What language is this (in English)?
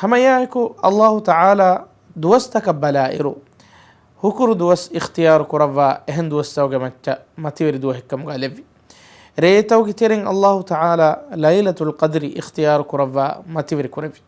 Divehi